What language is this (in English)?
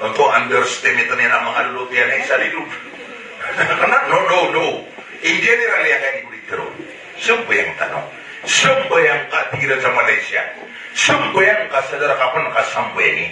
Maranao